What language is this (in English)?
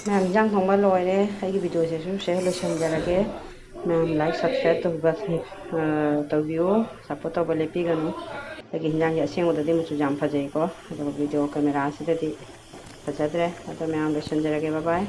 Manipuri